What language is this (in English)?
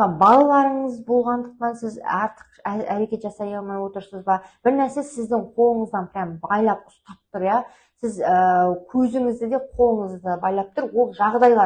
Kazakh